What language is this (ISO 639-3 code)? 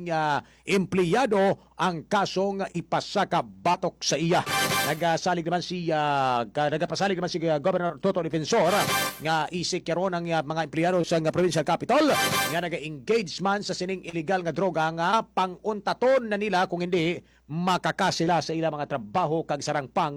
hil